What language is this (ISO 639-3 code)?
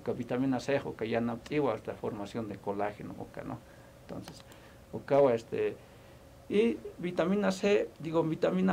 aym